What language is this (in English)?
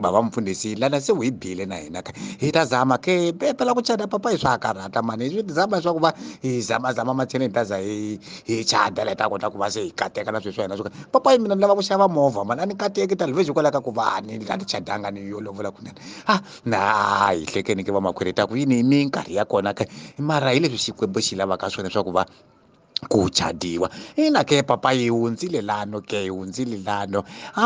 Tsonga